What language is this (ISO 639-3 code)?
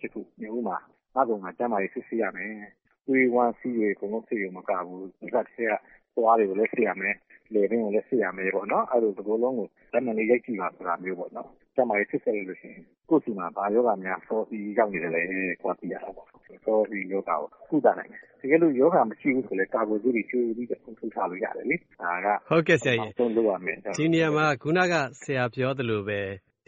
mya